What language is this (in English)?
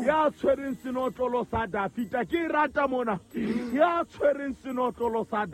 Southern Sotho